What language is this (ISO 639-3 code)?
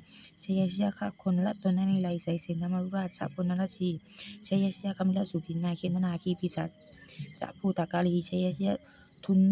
pli